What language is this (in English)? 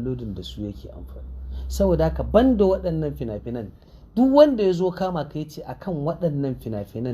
Hausa